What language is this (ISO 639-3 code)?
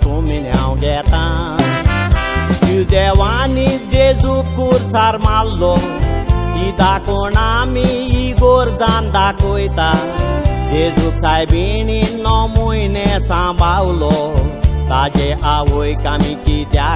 kok